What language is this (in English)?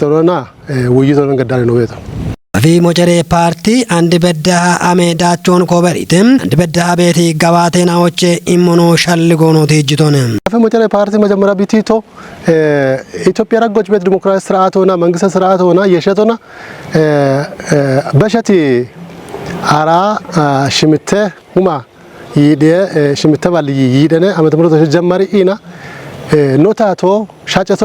Kafa